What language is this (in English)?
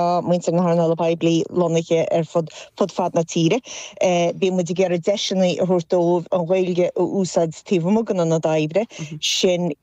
Irish